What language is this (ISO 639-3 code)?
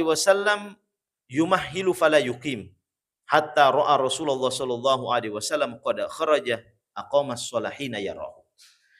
bug